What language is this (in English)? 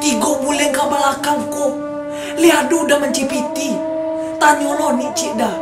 Minangkabau